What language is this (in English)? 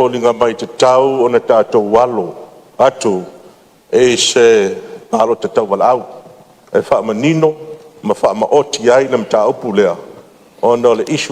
Samoan